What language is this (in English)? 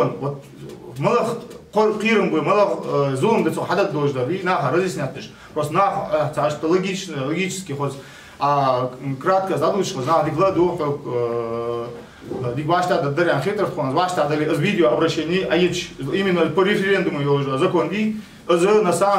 Ingush